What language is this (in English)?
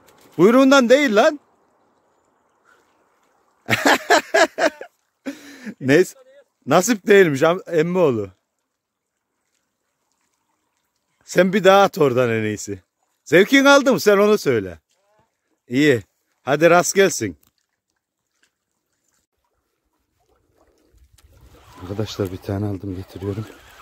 Turkish